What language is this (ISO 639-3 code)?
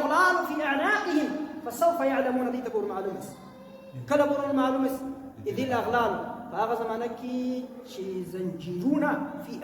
pus